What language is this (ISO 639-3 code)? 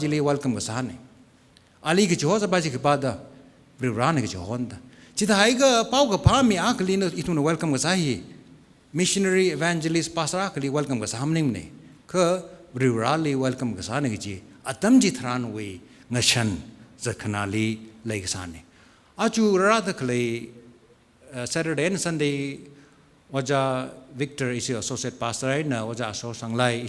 nmf